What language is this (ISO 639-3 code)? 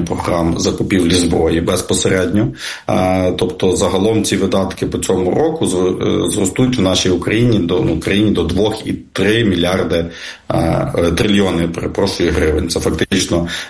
ukr